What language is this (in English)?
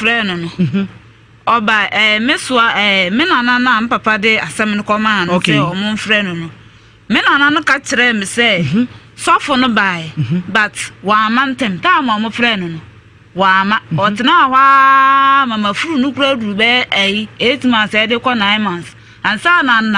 Akan